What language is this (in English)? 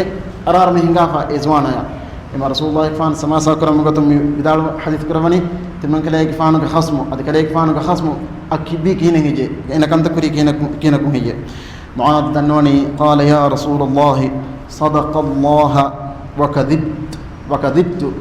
Divehi